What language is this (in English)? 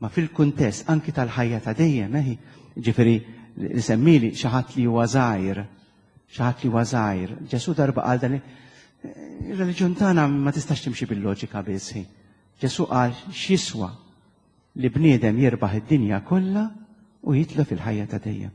Maltese